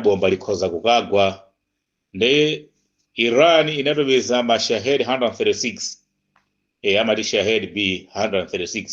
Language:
Nyanja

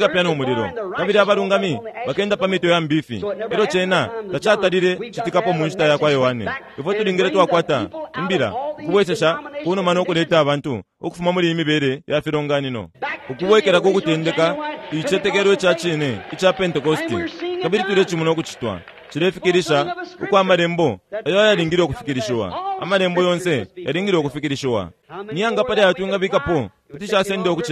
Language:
Bemba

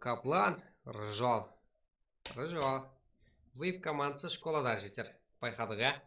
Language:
Kara-Kalpak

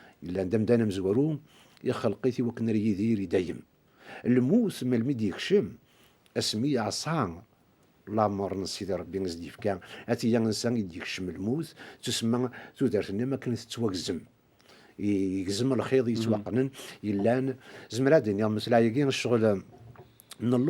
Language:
Kabyle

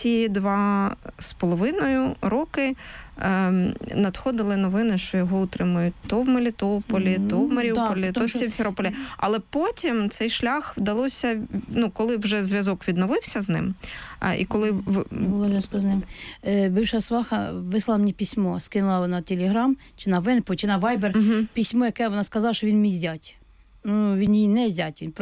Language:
Ukrainian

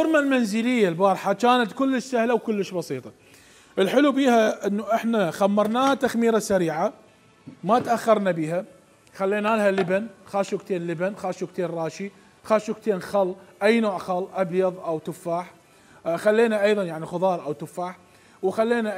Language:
Mesopotamian Arabic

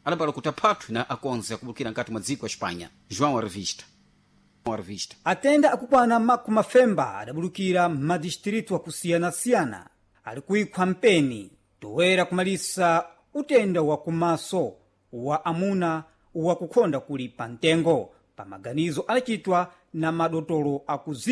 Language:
Sena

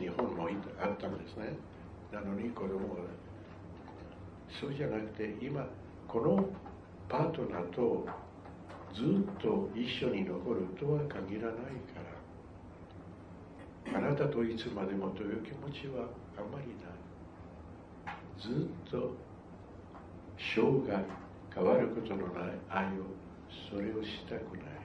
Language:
Japanese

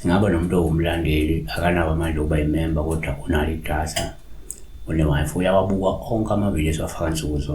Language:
Zulu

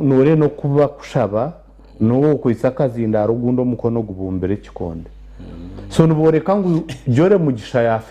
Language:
Nyankole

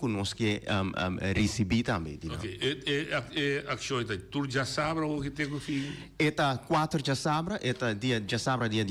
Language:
Papiamento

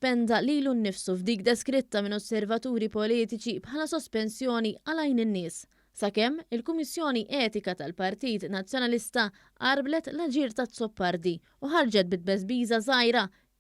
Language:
Maltese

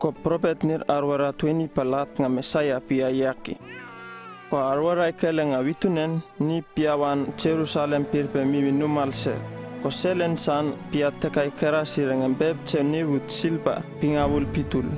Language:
Uripiv-Wala-Rano-Atchin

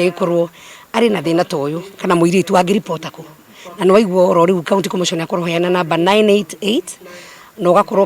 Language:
Kikuyu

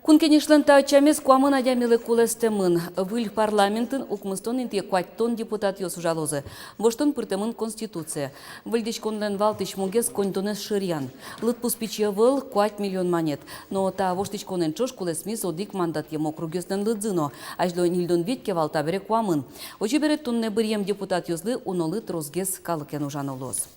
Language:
Udmurt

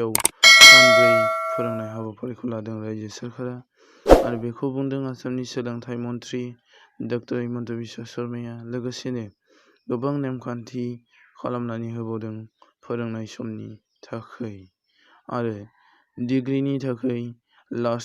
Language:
Bodo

